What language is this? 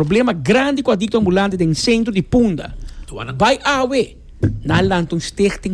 Papiamento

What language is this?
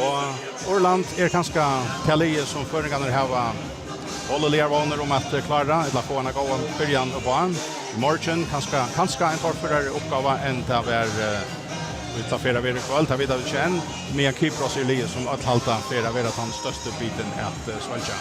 Faroese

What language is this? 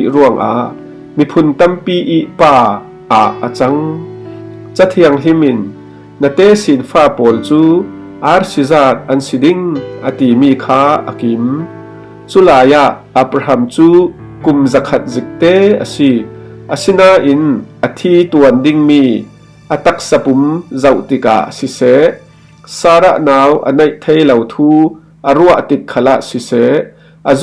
Falam Chin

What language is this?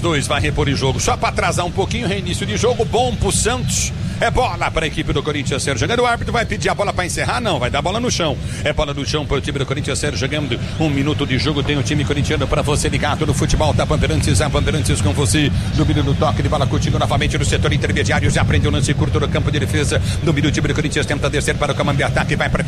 Portuguese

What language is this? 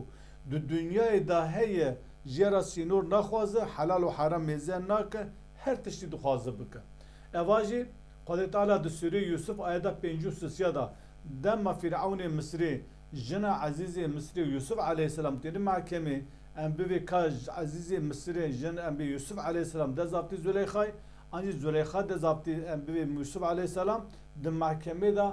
Kurdish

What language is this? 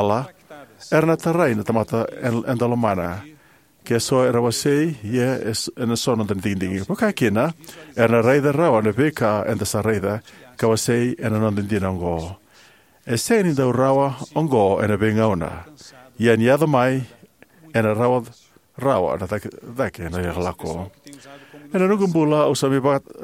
Fijian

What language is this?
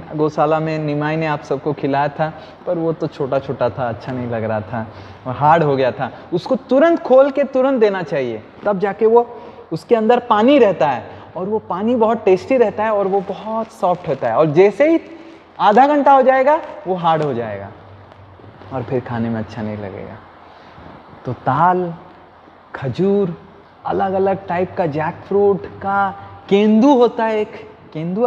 Hindi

